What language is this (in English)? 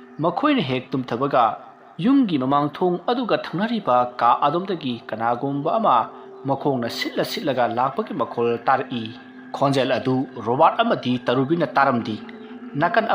Manipuri